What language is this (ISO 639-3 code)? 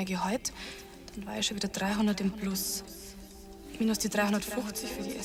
bar